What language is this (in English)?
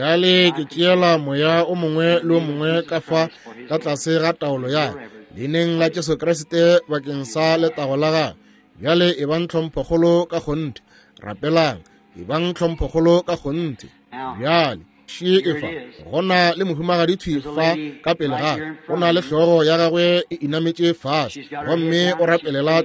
Northern Sotho